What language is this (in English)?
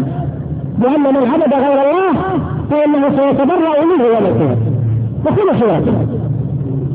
Arabic